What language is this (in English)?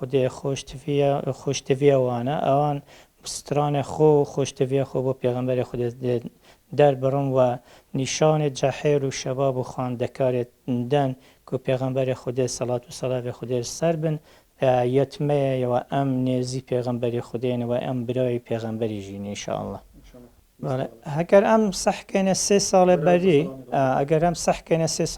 Kurdish